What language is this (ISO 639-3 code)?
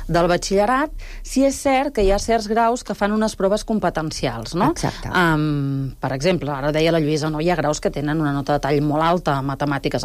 cat